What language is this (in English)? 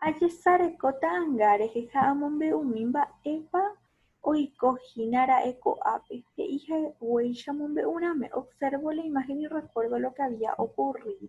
Guarani